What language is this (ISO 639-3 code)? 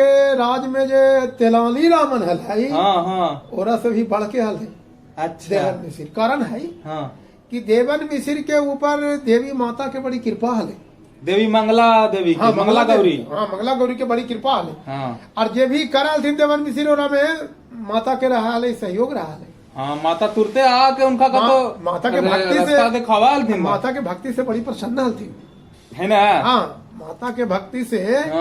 mag